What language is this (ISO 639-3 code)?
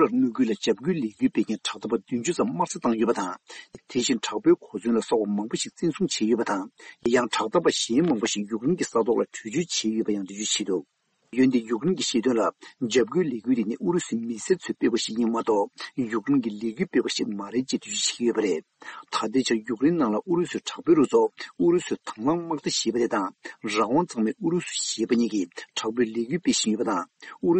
bod